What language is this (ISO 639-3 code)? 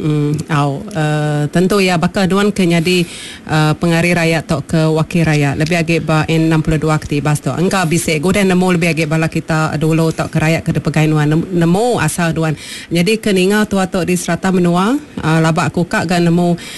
iba